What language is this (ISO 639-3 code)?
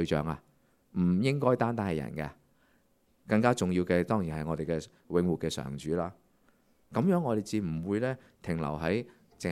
yue